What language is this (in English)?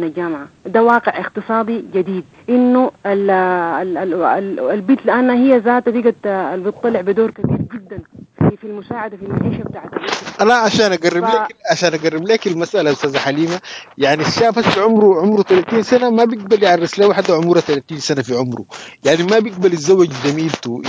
Sudanese Arabic